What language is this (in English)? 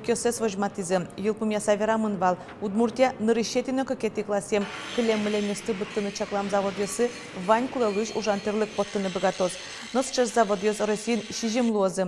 Udmurt